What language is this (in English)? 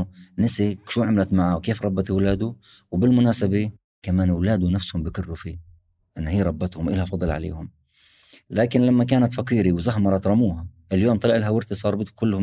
North Levantine Arabic